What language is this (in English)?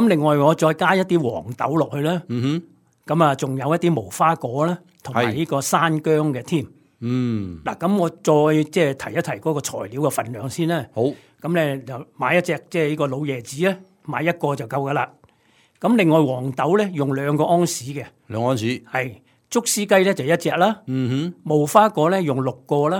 Cantonese